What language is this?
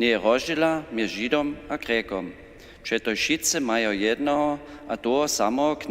Upper Sorbian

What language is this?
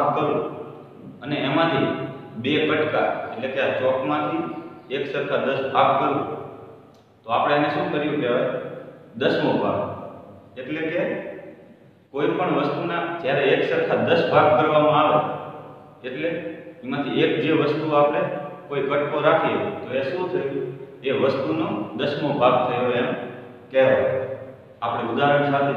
Gujarati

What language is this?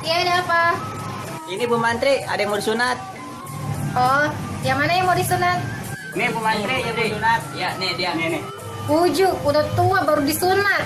Betawi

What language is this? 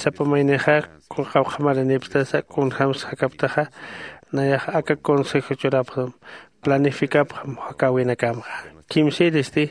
Aymara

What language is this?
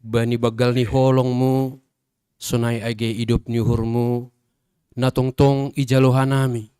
Batak Simalungun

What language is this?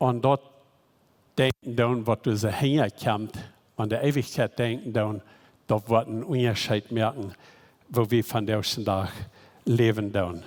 Plautdietsch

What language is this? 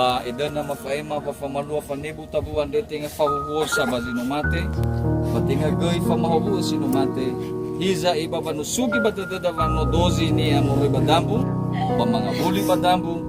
Nias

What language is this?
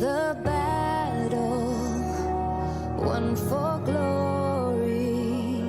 Kara-Kalpak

